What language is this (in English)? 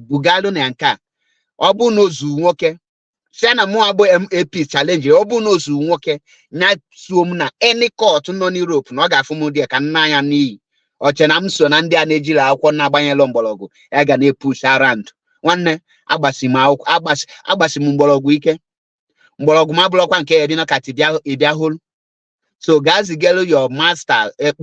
Igbo